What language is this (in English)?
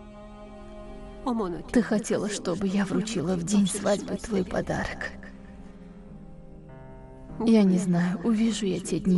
Russian